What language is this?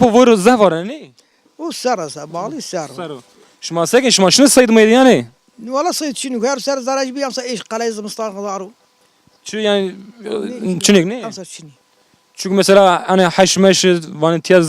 Zaza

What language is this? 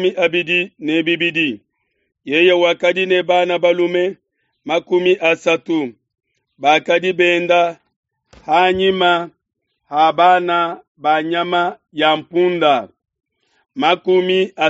Luba-Lulua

